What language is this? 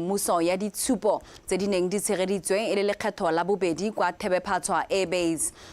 Tswana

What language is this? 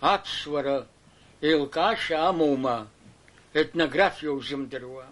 Abkhazian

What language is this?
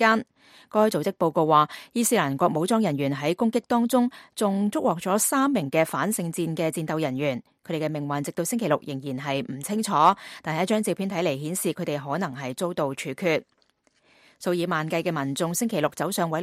Cantonese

